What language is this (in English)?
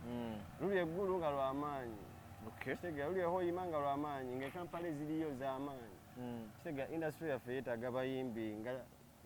Ganda